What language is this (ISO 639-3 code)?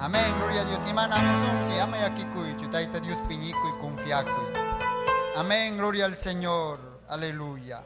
quy